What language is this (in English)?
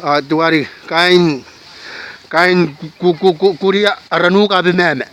Gilbertese